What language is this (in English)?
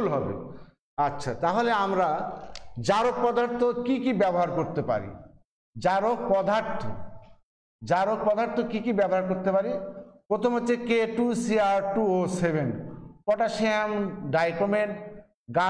Bangla